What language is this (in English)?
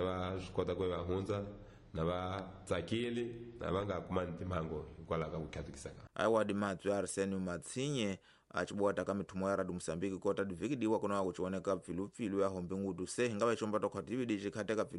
Tsonga